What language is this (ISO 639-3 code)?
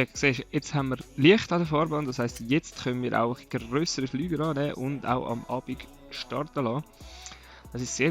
gsw